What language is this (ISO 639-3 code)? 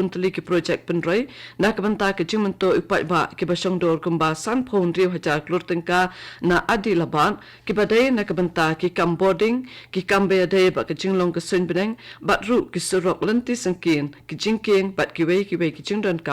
kha